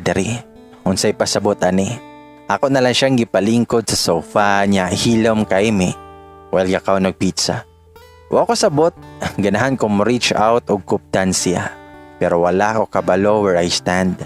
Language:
Cebuano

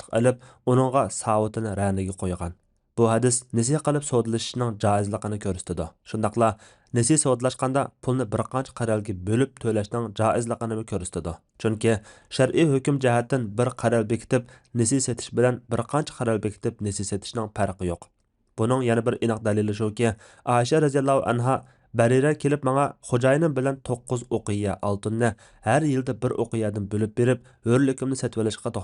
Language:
Uyghur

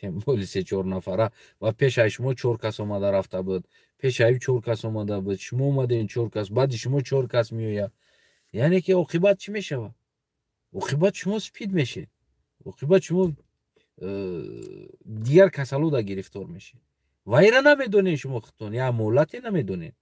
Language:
Tajik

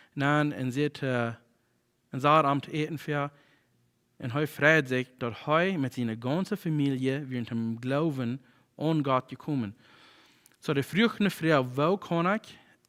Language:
Plautdietsch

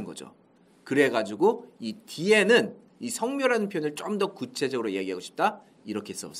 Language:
Korean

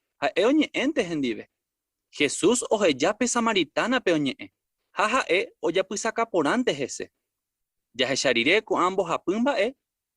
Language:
Guarani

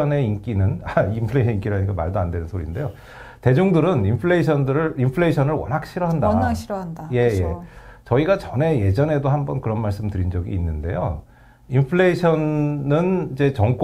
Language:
Korean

